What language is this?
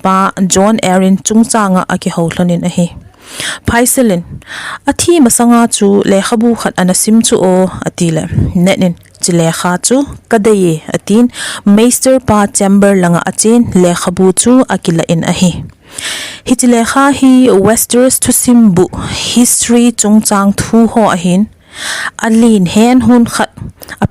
Thado Chin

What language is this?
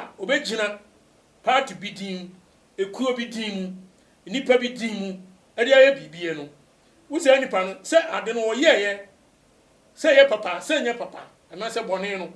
Akan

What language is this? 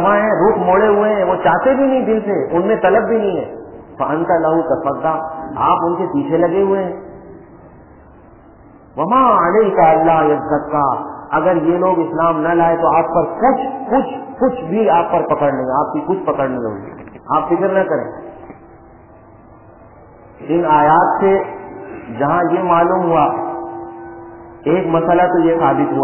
Urdu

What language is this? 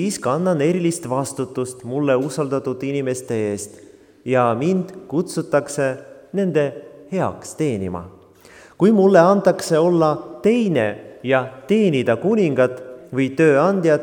Estonian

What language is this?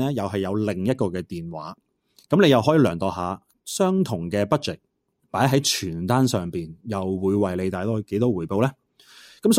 Cantonese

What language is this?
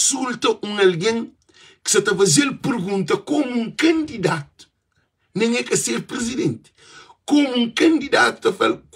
Kabuverdianu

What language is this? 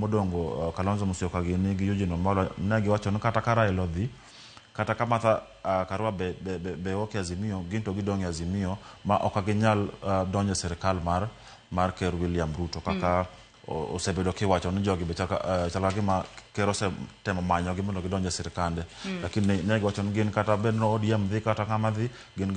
Luo (Kenya and Tanzania)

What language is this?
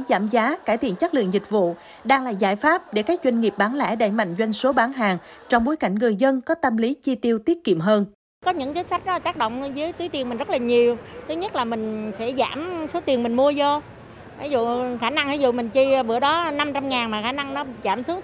Vietnamese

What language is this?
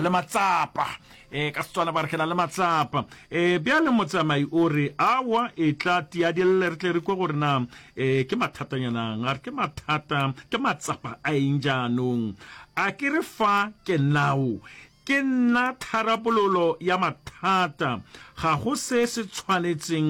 Northern Sotho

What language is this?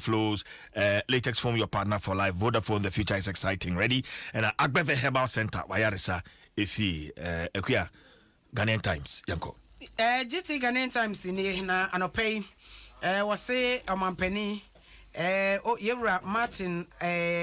Akan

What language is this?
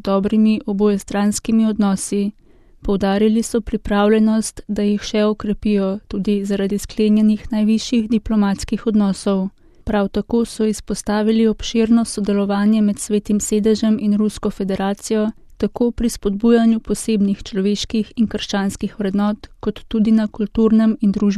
Slovenian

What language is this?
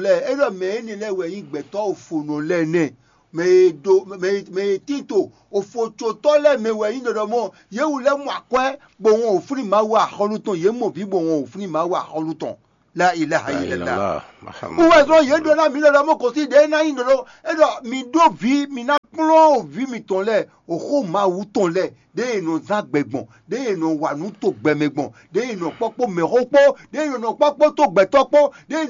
Fon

